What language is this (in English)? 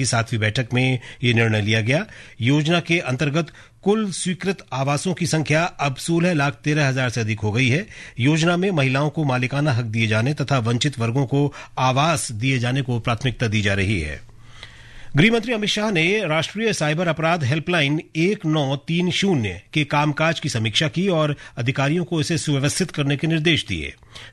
Hindi